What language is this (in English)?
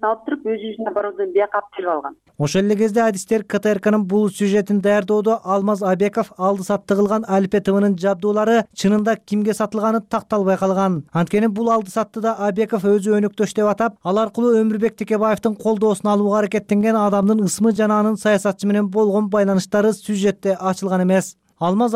Kyrgyz